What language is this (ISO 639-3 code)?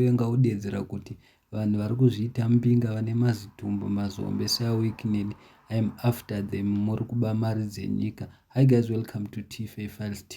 sna